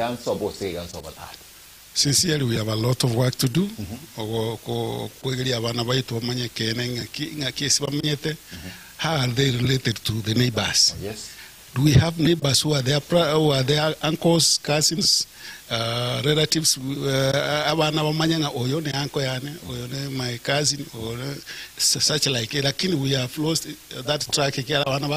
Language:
Gusii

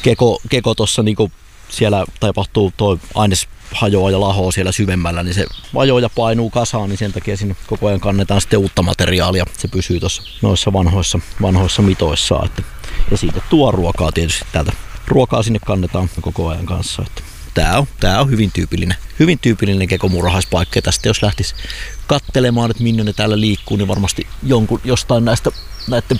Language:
Finnish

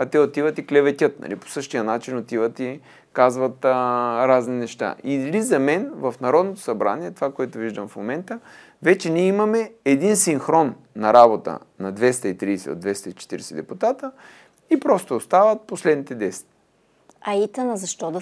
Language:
Bulgarian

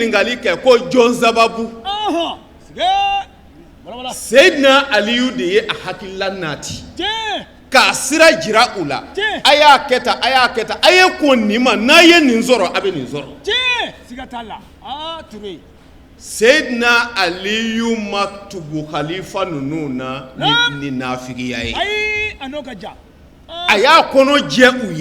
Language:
Bambara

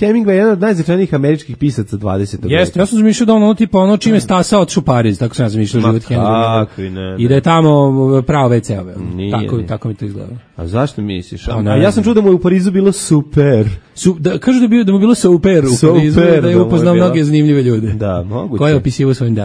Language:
Serbian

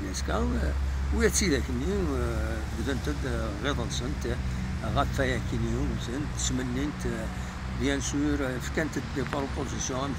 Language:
Kabyle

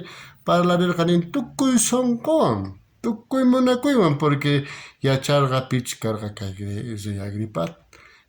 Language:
South Bolivian Quechua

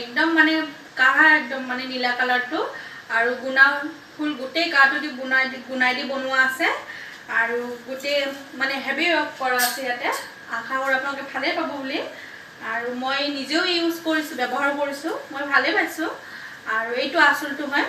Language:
Assamese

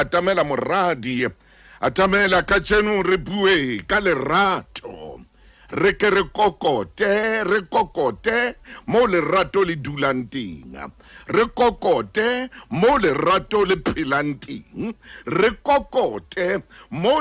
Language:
Southern Sotho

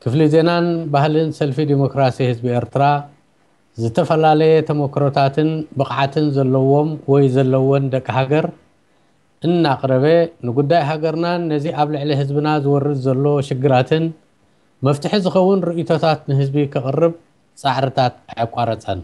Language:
Tigrinya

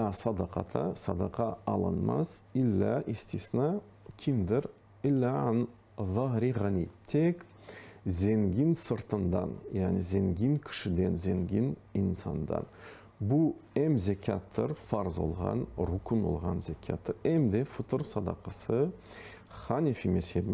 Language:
Crimean Tatar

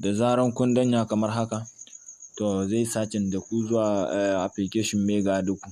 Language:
Hausa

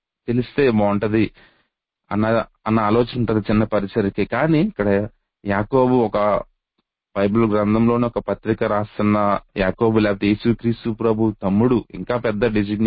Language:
Telugu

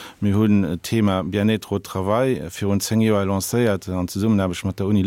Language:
Luxembourgish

